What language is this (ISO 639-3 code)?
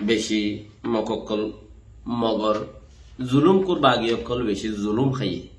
rhg